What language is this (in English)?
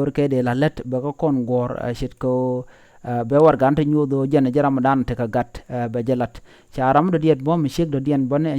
Nuer